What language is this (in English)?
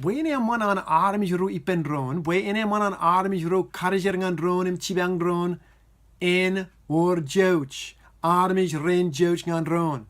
Marshallese